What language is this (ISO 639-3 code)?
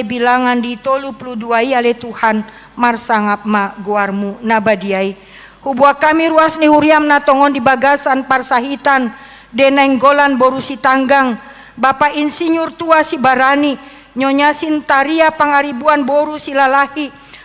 bbc